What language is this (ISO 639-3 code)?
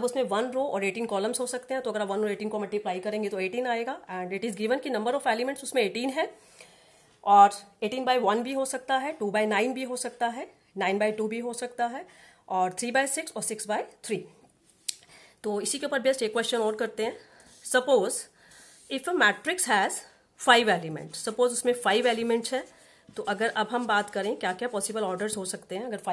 hin